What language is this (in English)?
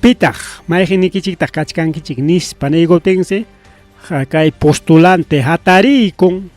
Ayacucho Quechua